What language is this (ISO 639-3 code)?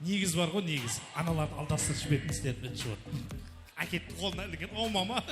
kaa